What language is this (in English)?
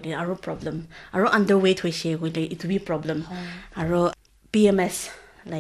Naga Pidgin